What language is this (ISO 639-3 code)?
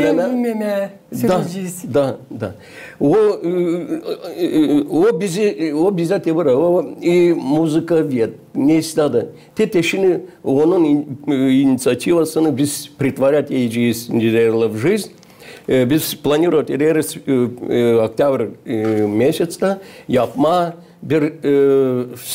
gag